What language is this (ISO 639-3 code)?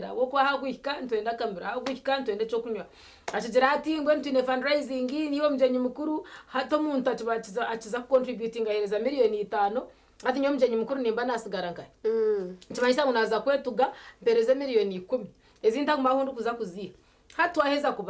nyn